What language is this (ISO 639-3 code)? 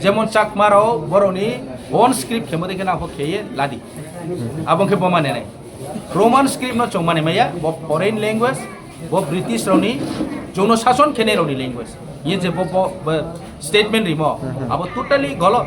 trp